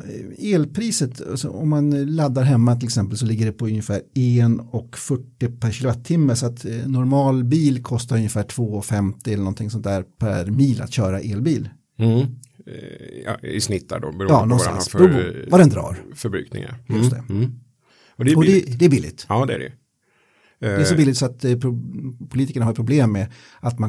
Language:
Swedish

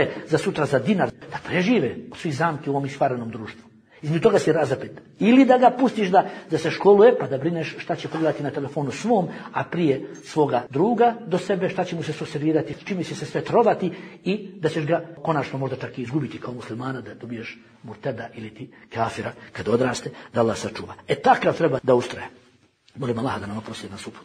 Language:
Bosnian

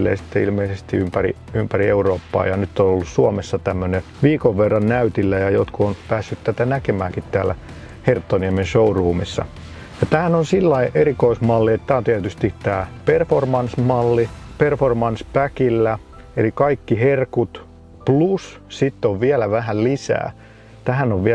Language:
Finnish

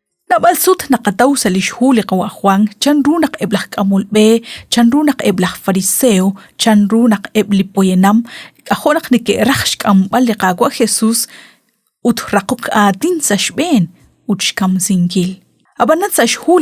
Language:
Kekchí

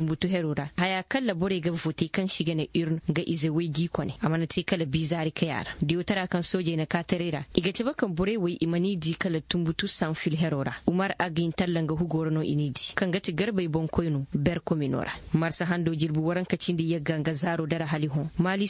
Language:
Zarma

